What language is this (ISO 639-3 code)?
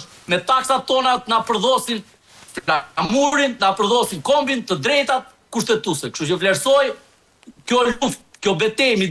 sqi